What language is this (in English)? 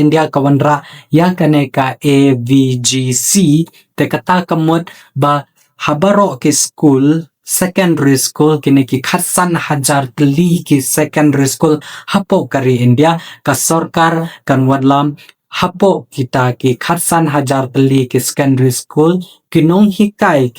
Khasi